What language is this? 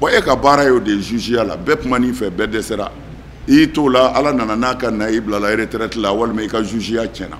Bambara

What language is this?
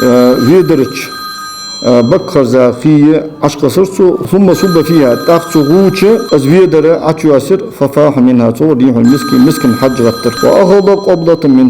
Ingush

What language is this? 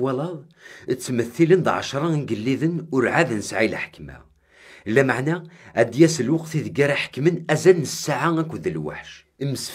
Kabyle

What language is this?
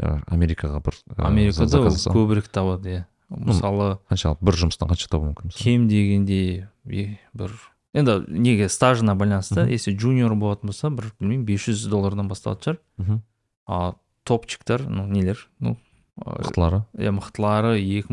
Kazakh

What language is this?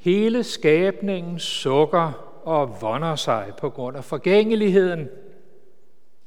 Danish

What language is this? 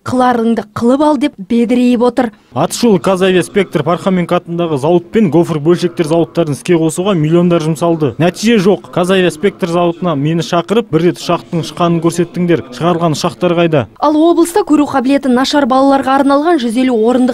Kazakh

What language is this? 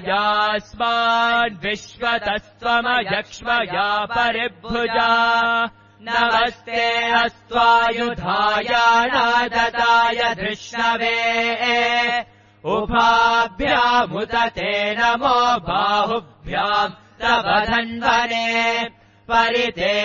Sanskrit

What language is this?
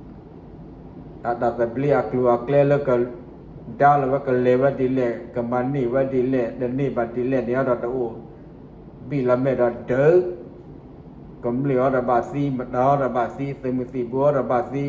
S'gaw Karen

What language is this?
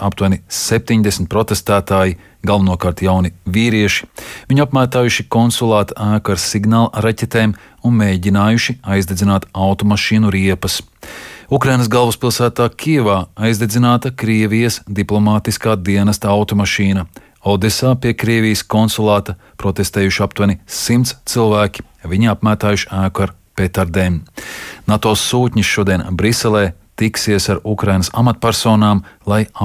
Latvian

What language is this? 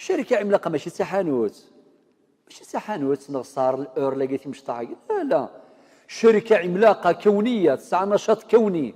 Kabyle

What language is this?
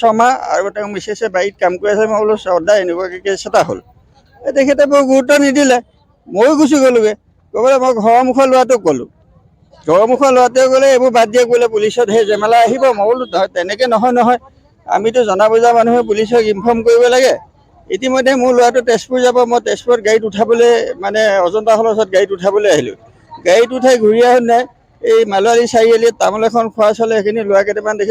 Assamese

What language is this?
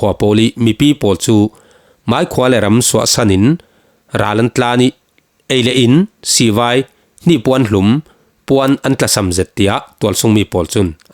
Falam Chin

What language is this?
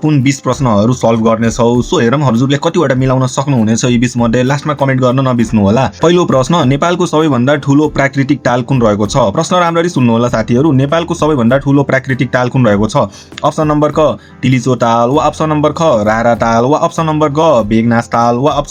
Nepali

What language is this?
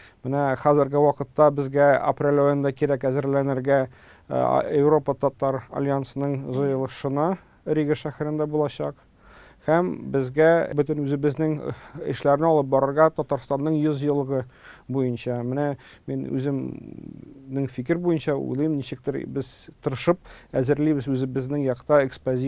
Tatar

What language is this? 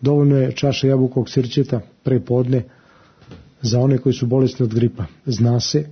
Serbian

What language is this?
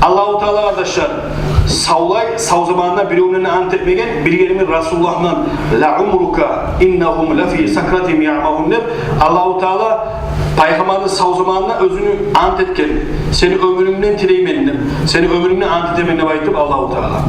Kumyk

